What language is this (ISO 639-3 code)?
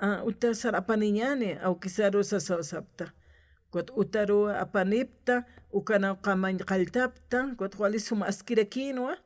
aym